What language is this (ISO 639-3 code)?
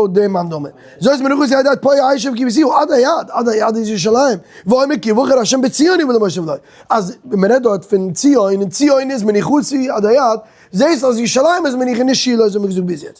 yid